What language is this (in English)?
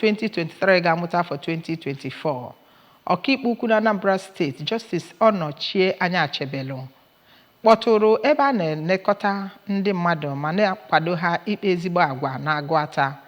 Igbo